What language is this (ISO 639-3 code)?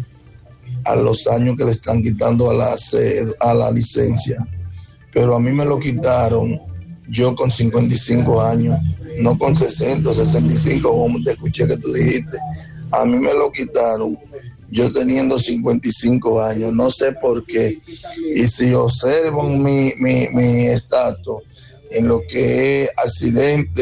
spa